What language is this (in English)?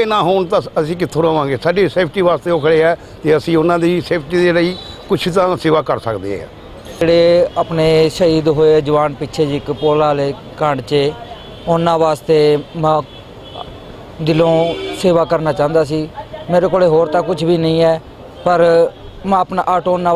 Punjabi